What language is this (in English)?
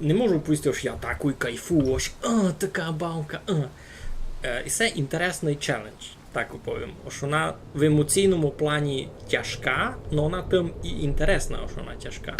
Rusyn